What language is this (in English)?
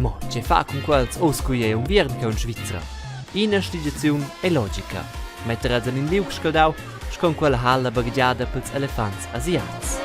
Romansh